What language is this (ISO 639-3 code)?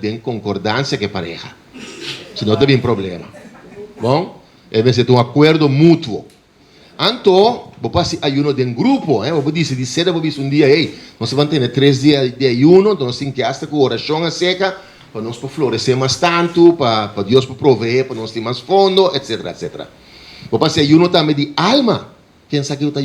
pap